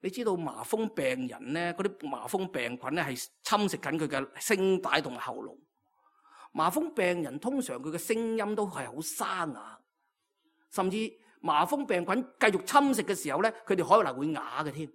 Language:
Cantonese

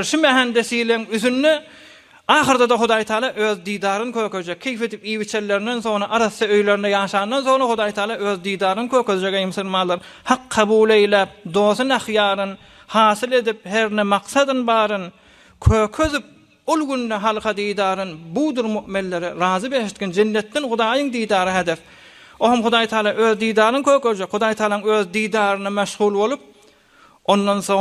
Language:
Turkmen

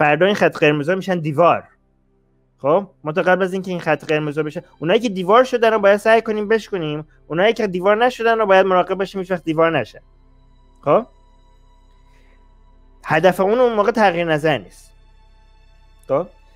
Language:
Persian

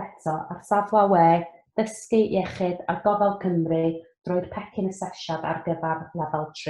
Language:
Welsh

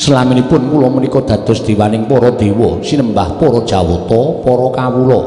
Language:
Javanese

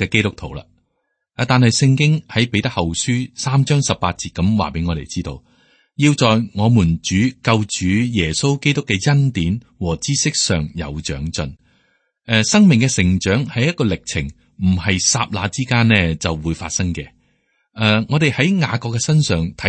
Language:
Cantonese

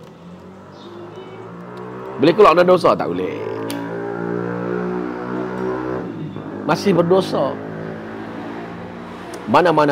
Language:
Malay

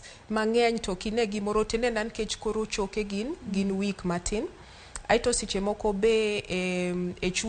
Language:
Luo (Kenya and Tanzania)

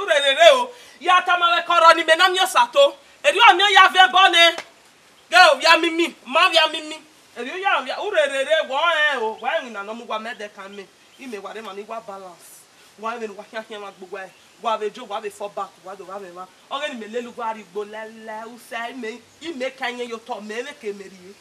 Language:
Bini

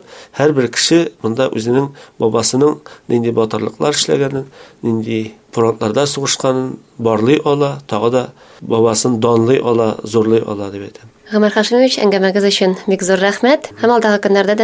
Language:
Tatar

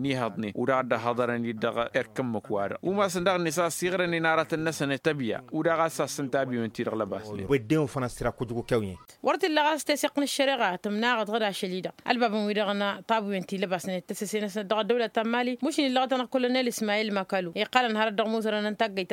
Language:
Tamasheq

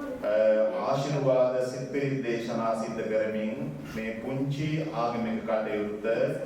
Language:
Sinhala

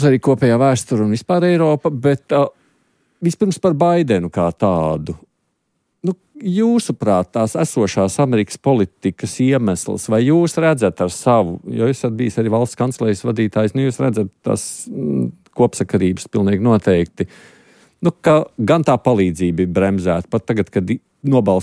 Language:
Latvian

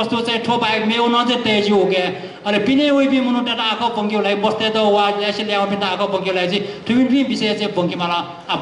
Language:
Newari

